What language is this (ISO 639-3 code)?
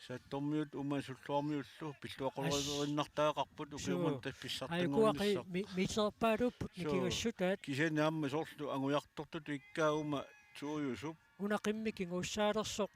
kal